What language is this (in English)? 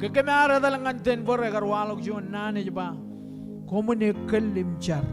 Marshallese